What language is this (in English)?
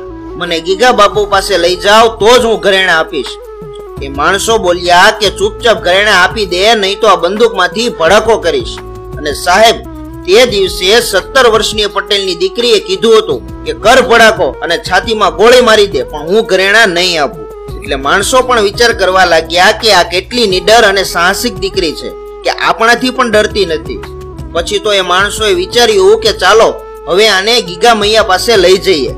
Gujarati